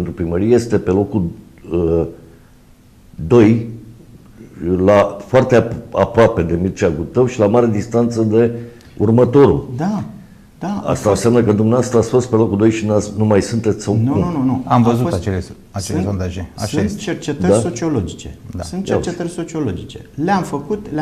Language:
Romanian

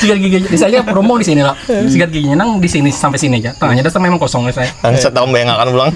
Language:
Banjar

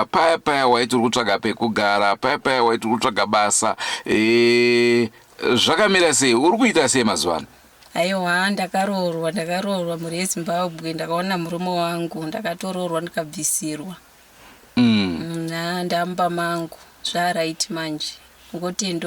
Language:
Shona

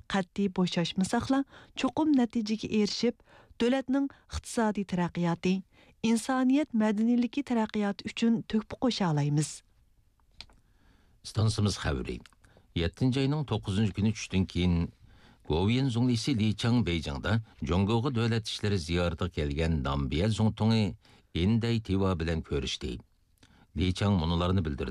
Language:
Uyghur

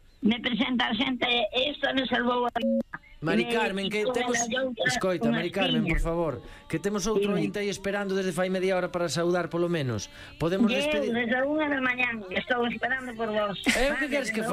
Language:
Galician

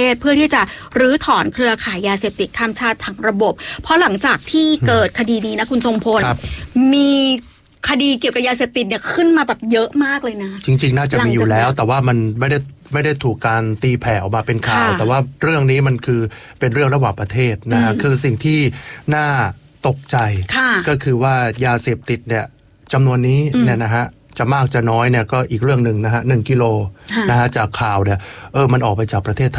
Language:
Thai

